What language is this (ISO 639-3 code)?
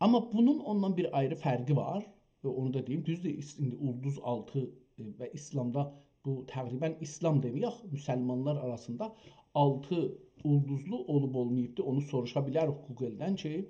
azb